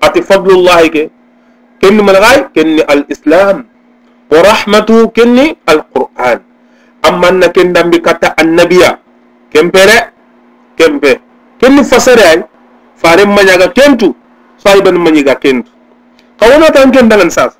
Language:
Soninke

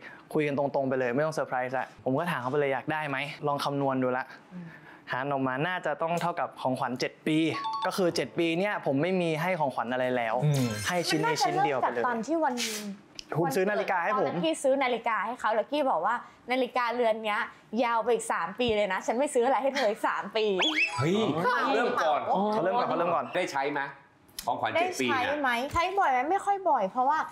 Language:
Thai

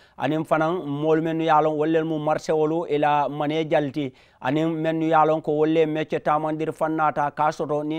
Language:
Mandingo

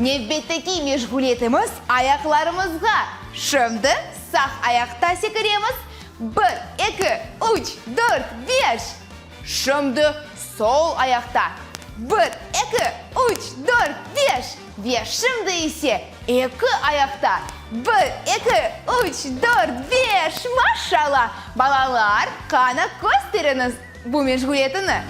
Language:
Crimean Tatar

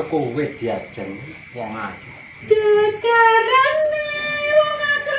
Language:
Javanese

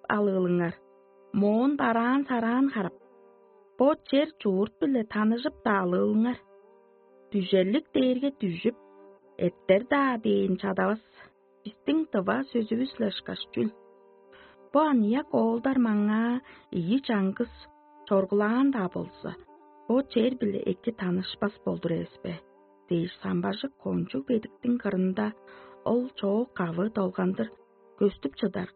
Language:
Tuvinian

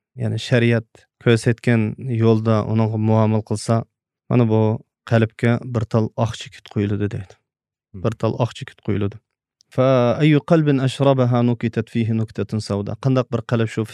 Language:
Uyghur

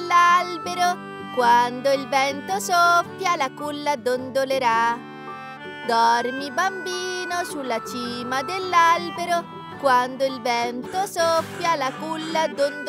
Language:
Italian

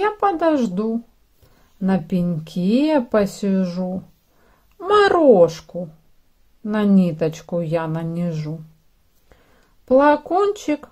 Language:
Russian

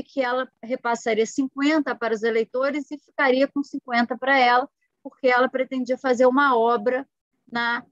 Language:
Portuguese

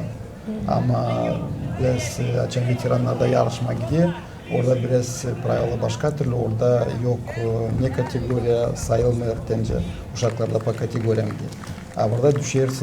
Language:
Gagauz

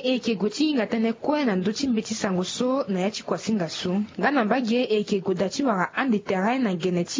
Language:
Sango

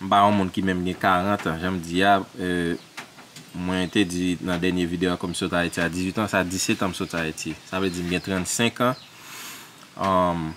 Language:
Haitian Creole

